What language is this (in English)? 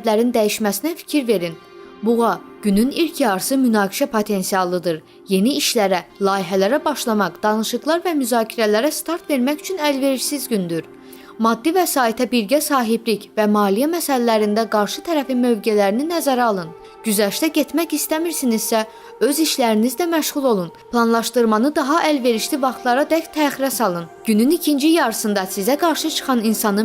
Azerbaijani